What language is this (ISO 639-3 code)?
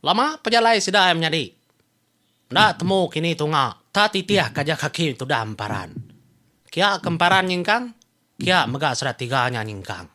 iba